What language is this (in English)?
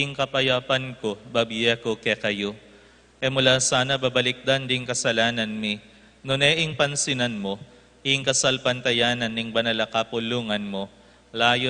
Pampanga